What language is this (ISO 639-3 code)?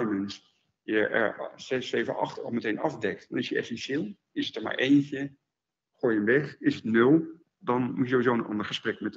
nld